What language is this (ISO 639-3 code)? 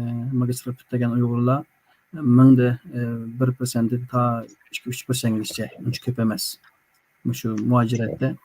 uig